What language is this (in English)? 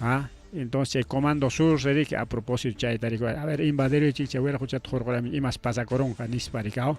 Ayacucho Quechua